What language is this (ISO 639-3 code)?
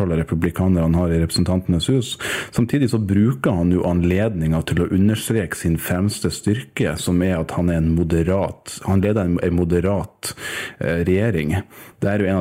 nor